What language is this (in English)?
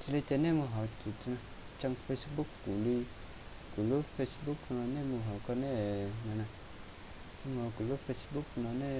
Hmong